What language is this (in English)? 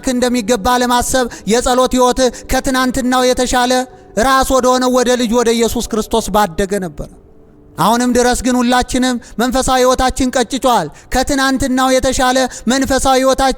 Amharic